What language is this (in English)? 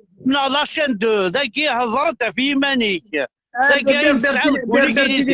Kabyle